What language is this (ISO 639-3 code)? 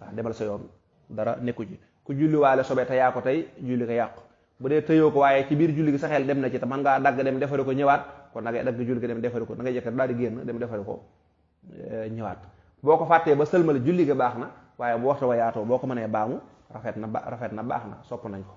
wol